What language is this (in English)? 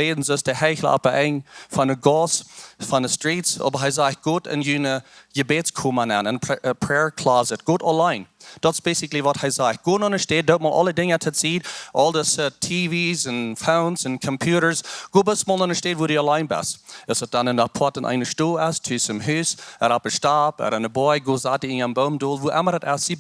Plautdietsch